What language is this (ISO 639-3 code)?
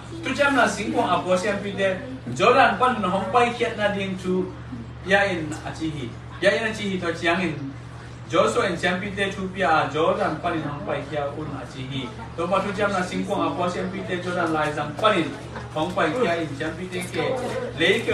ctd